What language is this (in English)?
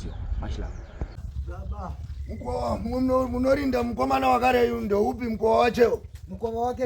Shona